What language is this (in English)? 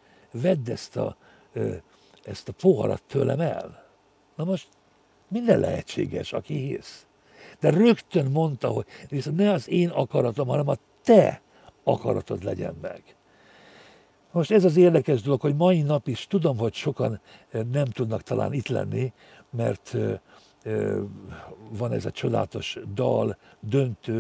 Hungarian